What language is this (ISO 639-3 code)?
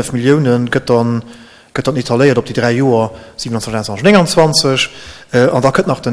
ltz